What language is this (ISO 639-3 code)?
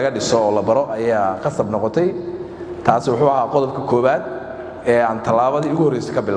som